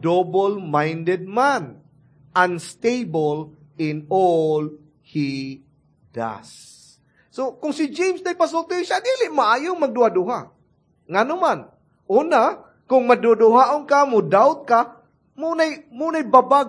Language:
Cebuano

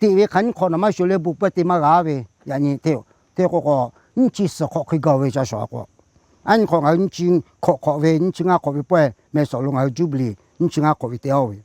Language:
Lahu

